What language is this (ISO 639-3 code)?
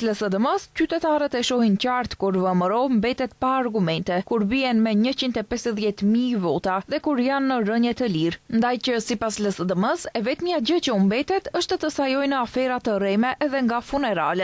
sqi